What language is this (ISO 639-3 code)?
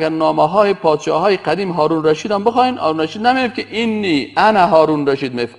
fas